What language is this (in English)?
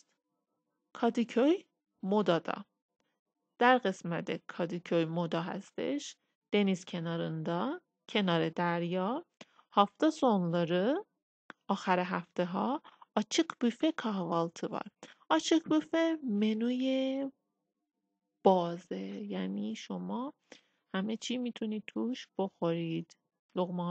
Persian